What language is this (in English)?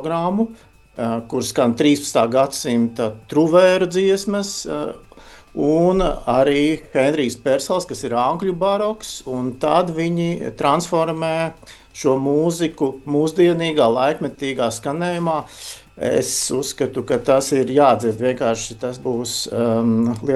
Latvian